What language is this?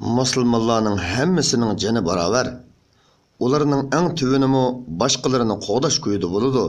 Uyghur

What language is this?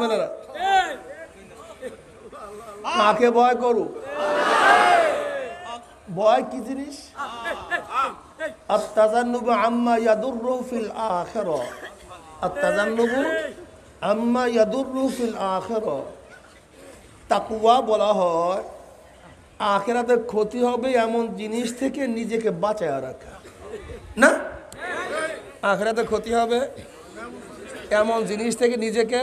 Bangla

